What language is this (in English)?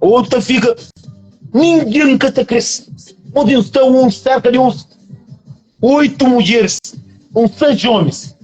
Kabuverdianu